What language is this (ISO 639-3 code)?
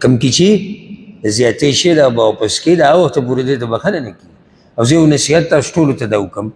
pus